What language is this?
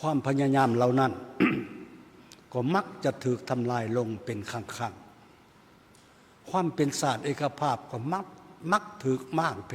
Lao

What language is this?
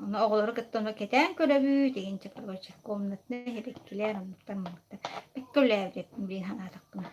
Yakut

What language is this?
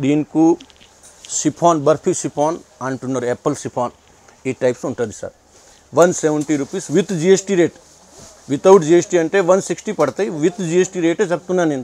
Telugu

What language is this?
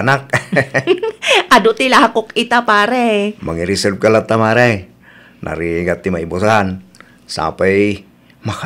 Iloko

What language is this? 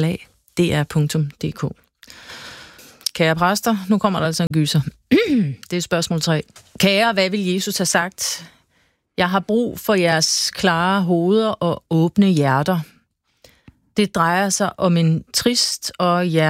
Danish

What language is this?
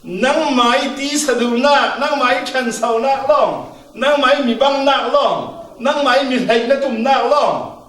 Falam Chin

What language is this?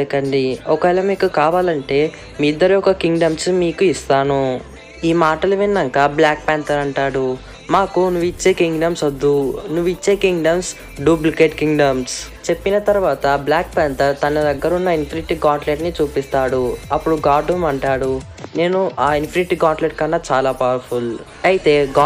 Telugu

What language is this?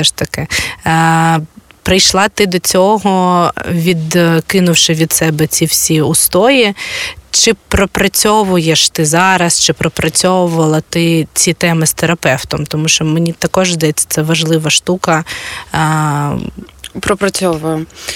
Ukrainian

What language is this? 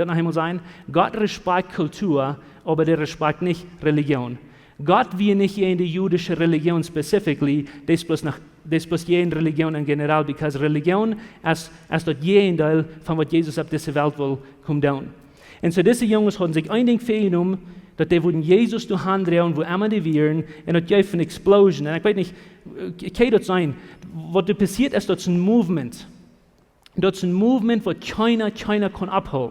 Plautdietsch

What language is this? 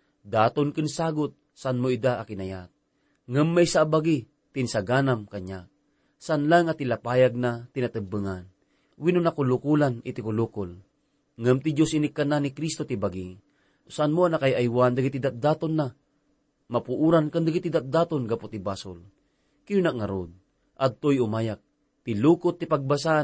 Iloko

